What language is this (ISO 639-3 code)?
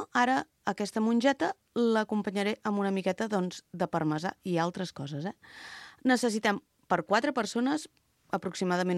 cat